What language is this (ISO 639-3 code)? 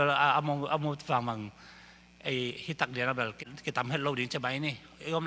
ctd